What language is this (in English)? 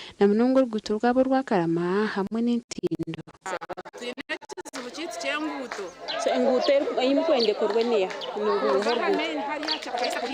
Nyankole